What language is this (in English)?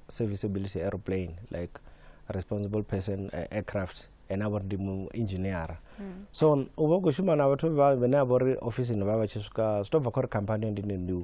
Venda